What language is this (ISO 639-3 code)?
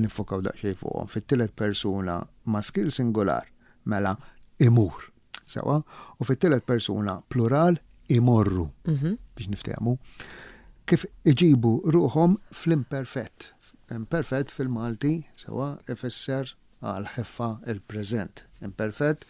mlt